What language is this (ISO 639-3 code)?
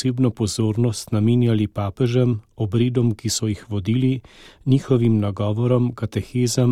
slv